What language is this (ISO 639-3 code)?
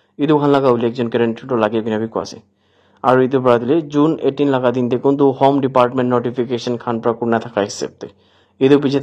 nag